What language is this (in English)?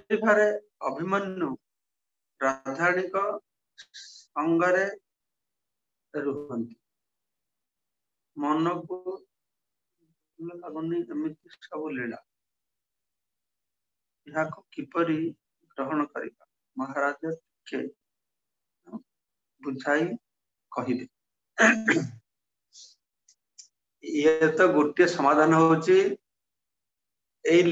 Odia